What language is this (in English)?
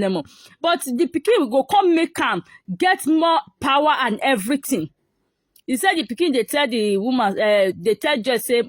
Nigerian Pidgin